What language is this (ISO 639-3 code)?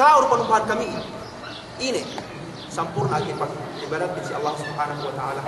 yka